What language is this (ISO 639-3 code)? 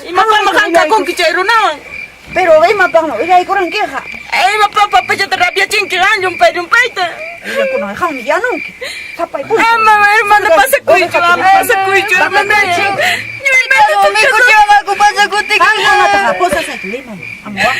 que